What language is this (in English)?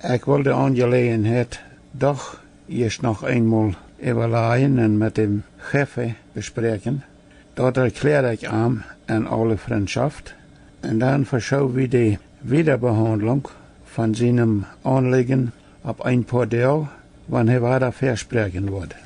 Plautdietsch